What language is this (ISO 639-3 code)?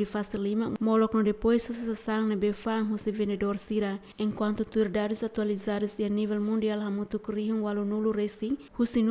tet